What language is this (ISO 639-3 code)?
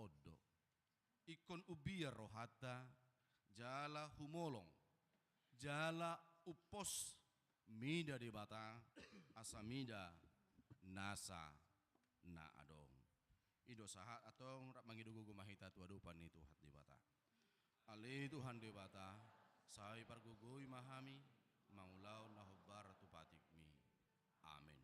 bbc